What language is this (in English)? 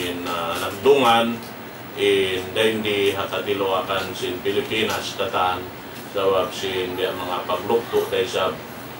Tausug